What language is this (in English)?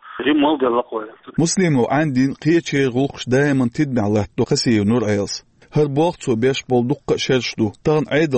Chechen